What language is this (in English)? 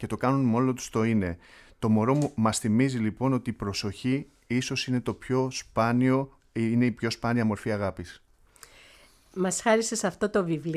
Greek